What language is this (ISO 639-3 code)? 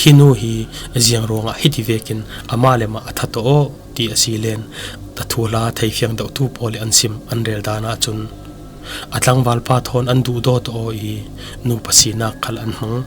cfm